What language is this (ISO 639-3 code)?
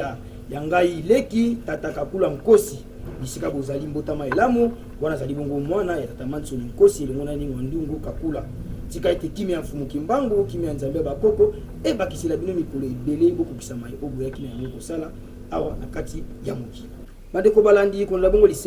lin